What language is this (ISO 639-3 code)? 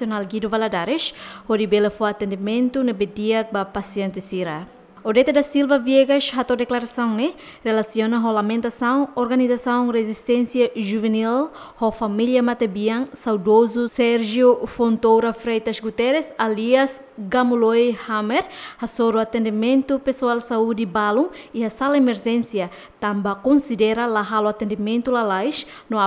tet